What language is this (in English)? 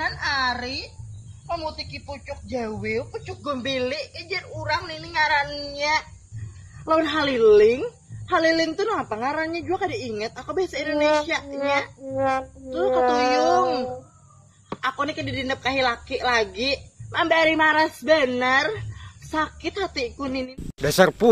Banjar